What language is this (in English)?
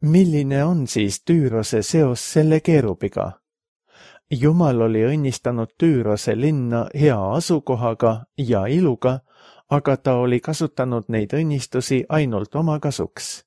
Estonian